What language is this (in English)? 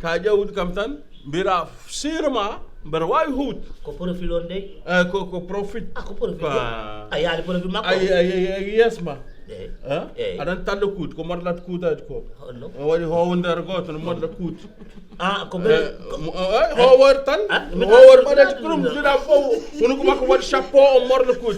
Fula